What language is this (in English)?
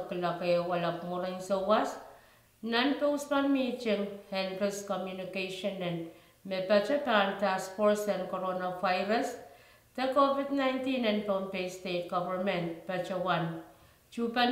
Pohnpeian